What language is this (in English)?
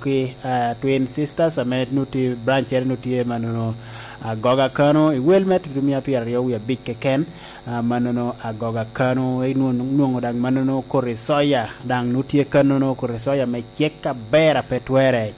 Lango (Uganda)